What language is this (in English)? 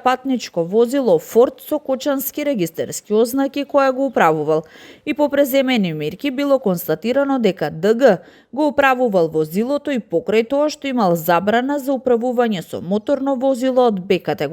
Macedonian